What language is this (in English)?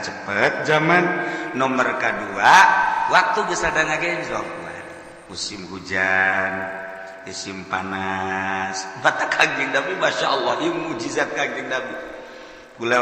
Sundanese